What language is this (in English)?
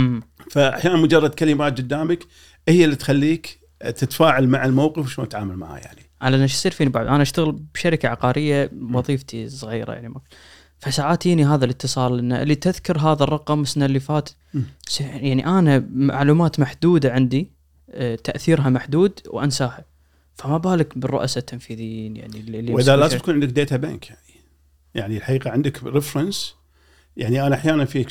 Gulf Arabic